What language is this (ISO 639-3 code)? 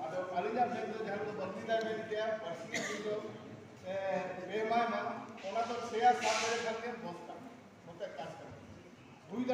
sat